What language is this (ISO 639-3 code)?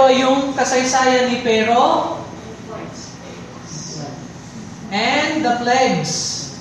fil